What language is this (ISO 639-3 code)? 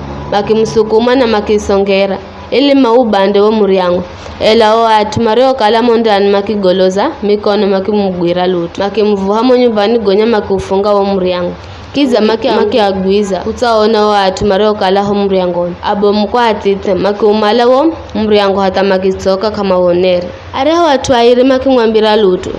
nyf